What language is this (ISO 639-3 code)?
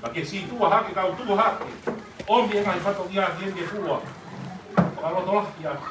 ton